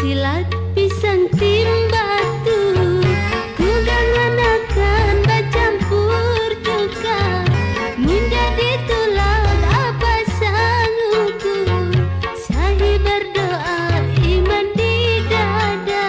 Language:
Banjar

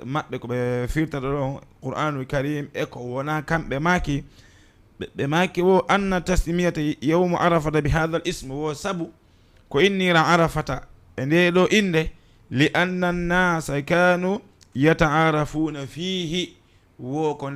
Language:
Fula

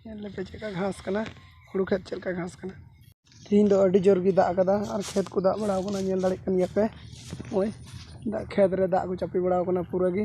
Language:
Santali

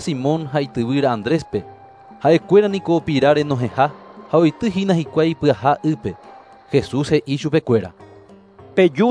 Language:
Guarani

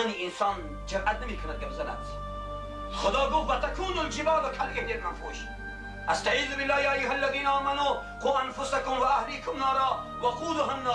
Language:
Tajik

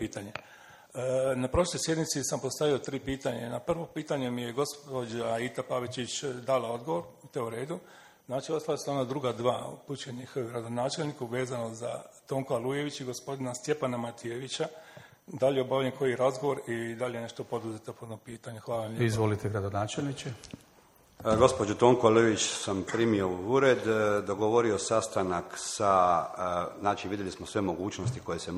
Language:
Croatian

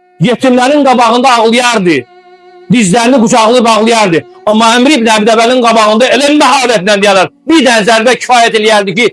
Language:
Azerbaijani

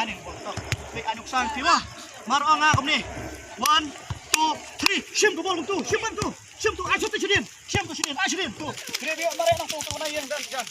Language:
Khasi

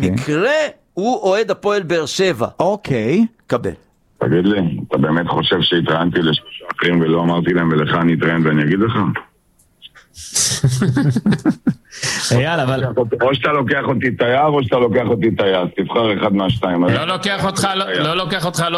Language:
Hebrew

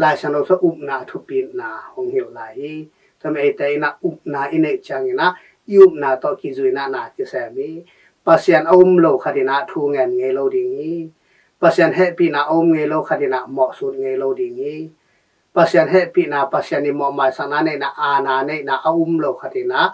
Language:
Tedim Chin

